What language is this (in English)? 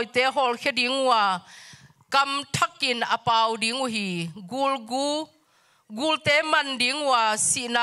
Tedim Chin